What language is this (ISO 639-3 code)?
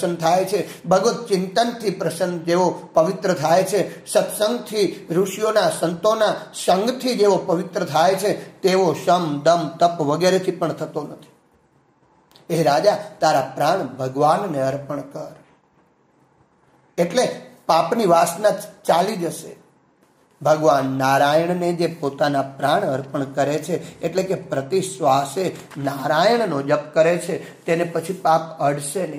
guj